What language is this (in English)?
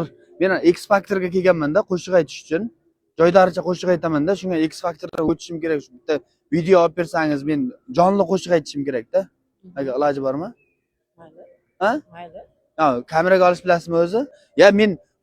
Uzbek